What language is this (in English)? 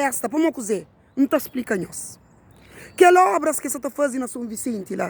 Kabuverdianu